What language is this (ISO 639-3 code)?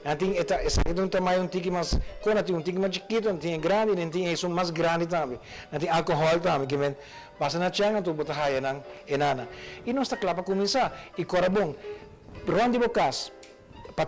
pap